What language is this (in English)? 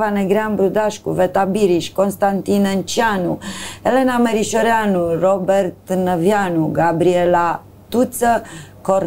Romanian